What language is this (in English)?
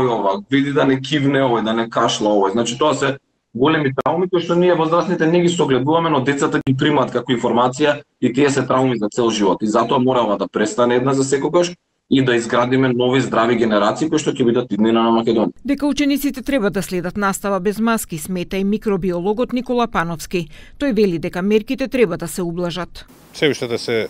Macedonian